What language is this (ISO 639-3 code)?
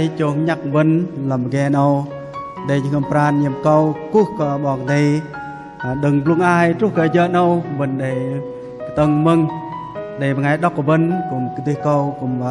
bdq